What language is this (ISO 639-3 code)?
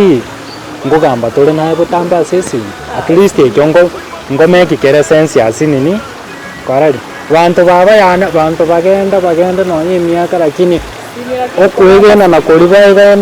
guz